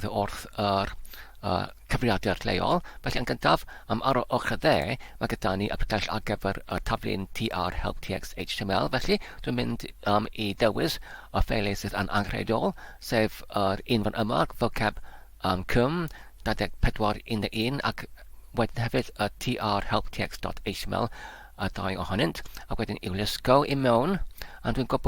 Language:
Welsh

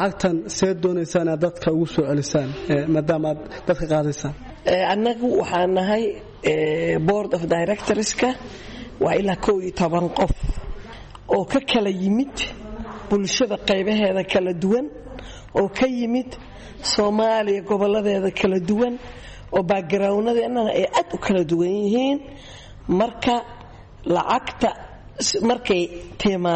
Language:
Somali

